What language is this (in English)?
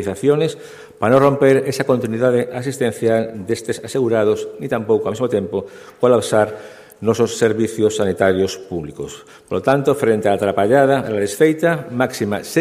Galician